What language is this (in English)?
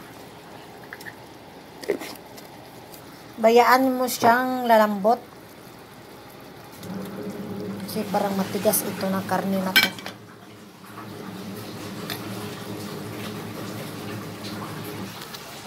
Filipino